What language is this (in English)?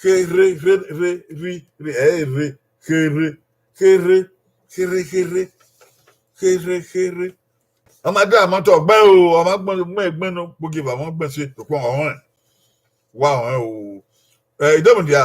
Bini